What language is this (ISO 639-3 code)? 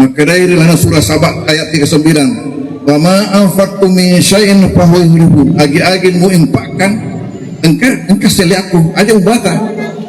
bug